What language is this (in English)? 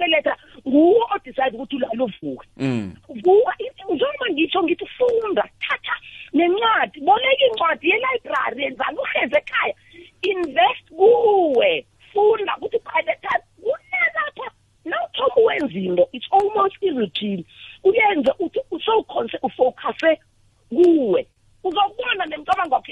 South Ndebele